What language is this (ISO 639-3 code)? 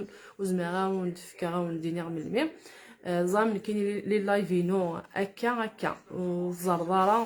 kab